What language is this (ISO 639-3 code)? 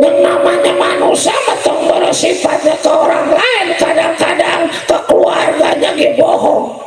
bew